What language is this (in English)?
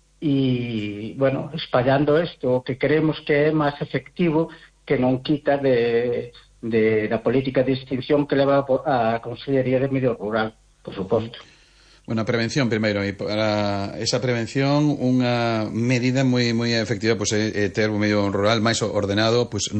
Galician